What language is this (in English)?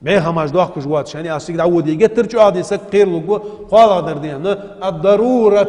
Ingush